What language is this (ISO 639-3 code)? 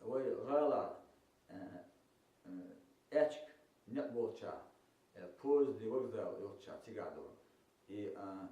che